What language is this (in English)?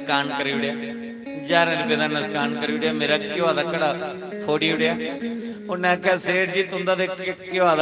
Dogri